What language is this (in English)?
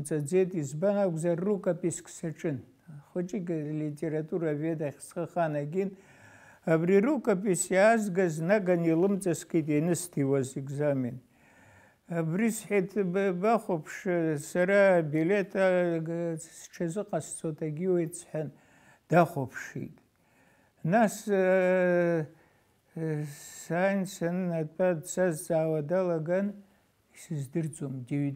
Abkhazian